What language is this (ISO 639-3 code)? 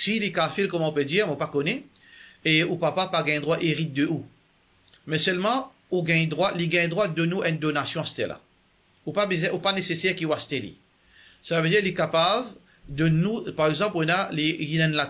mfe